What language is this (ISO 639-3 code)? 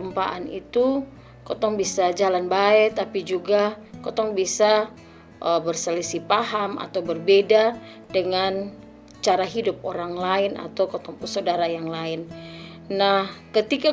mkn